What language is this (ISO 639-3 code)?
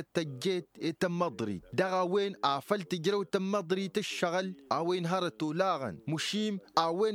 taq